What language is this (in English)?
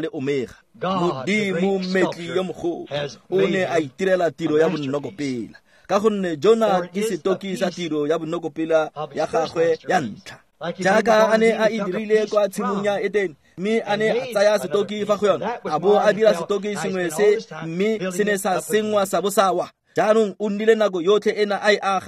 Tswana